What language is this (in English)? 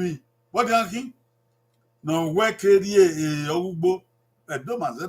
Bini